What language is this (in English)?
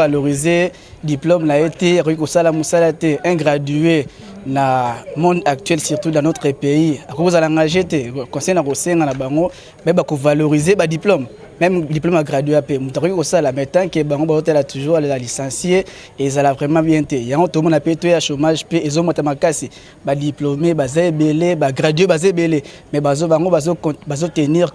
Lingala